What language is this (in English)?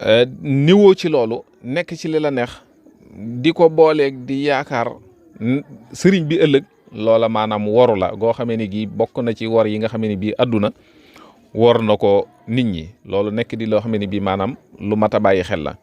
Wolof